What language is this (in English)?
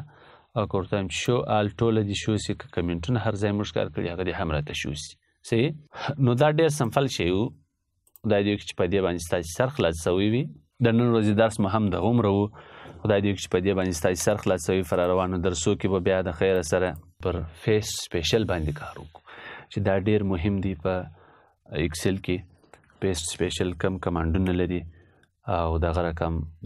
Pashto